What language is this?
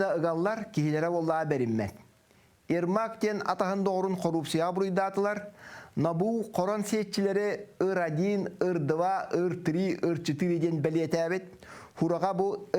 Yakut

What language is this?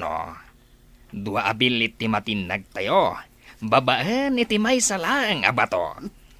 Iloko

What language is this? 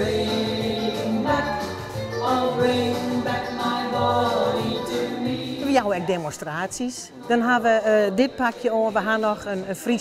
Western Frisian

